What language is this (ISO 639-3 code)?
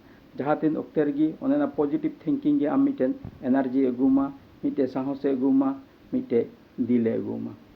sat